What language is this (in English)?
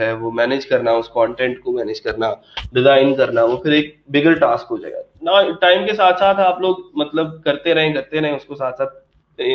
Hindi